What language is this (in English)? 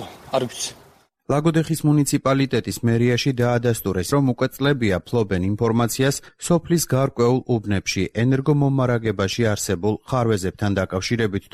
Georgian